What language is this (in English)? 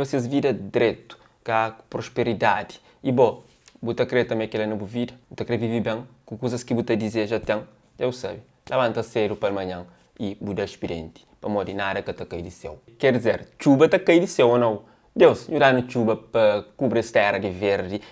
Kabuverdianu